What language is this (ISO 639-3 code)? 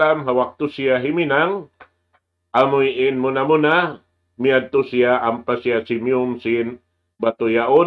tsg